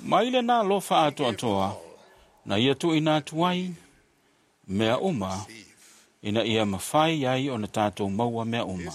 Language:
Samoan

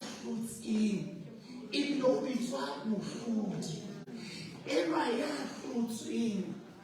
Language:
Southern Sotho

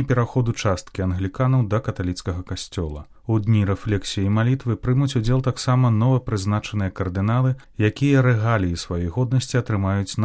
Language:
Belarusian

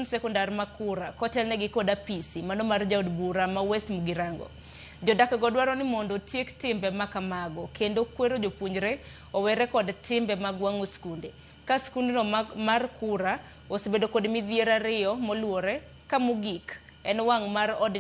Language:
Luo (Kenya and Tanzania)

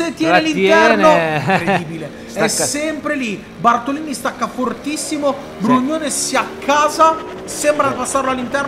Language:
Italian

